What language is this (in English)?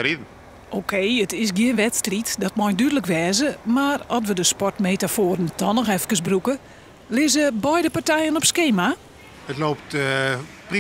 Western Frisian